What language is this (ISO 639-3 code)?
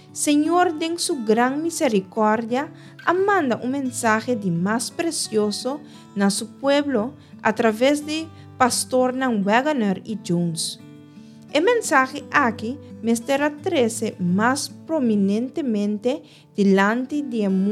pap